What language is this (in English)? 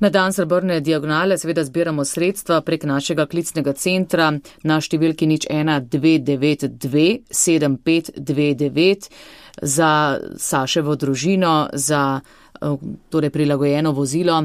Slovenian